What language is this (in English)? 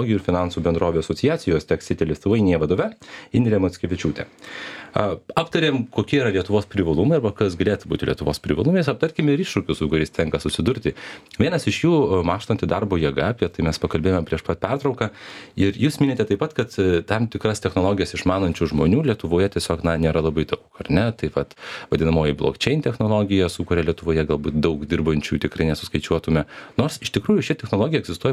Lithuanian